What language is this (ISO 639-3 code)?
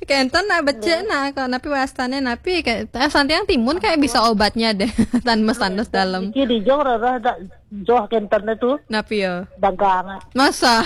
ban